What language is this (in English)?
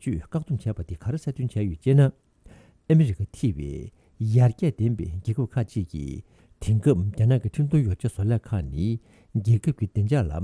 Tibetan